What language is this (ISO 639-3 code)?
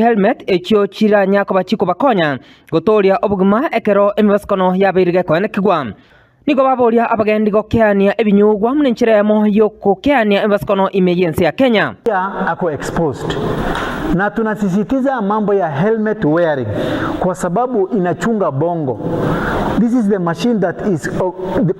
guz